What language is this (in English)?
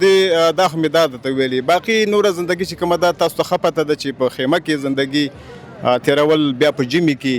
Pashto